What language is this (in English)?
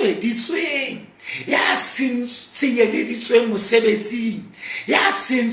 Southern Sotho